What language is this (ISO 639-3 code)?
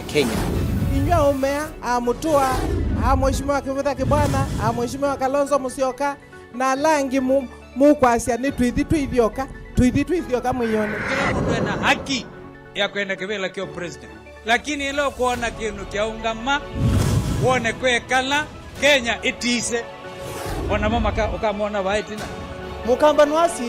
kam